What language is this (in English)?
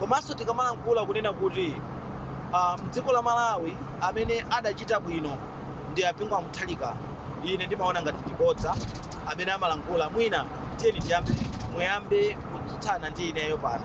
Nyanja